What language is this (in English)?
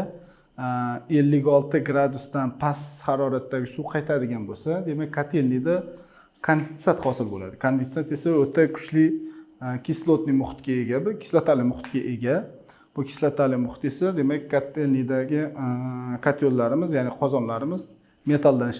Uzbek